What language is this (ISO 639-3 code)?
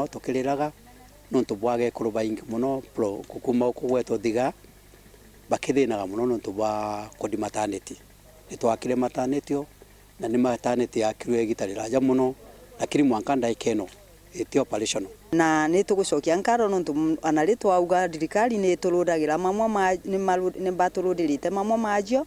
mer